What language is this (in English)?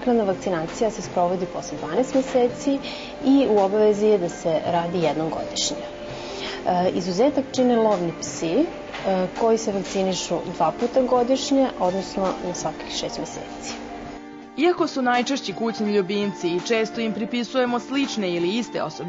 Serbian